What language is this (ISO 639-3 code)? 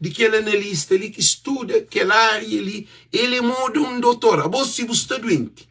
kea